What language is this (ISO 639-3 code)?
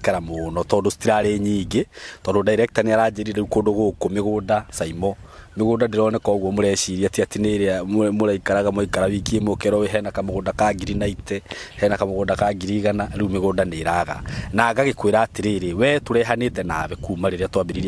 kik